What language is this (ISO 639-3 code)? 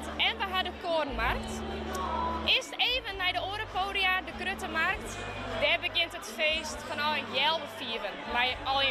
fry